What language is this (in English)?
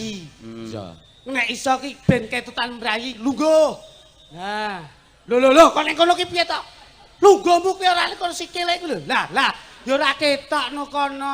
Javanese